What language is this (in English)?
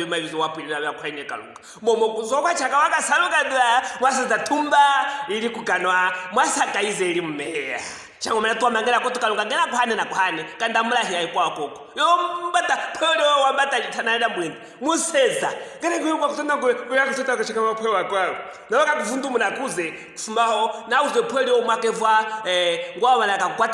Luvale